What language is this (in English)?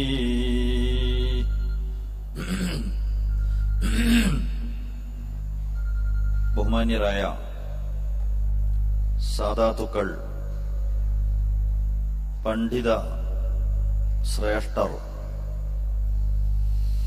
Malayalam